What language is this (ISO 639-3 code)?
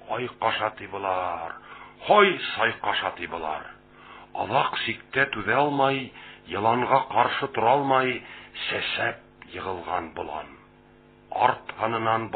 bak